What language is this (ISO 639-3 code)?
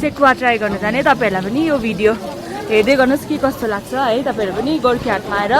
nep